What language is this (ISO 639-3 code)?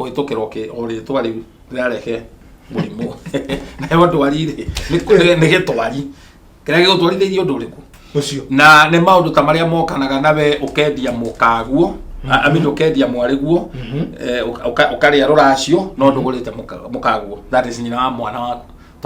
kik